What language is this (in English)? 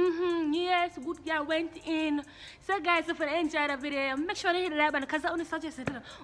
Jamaican Creole English